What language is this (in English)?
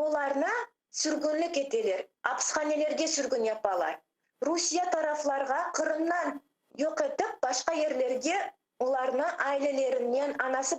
Crimean Tatar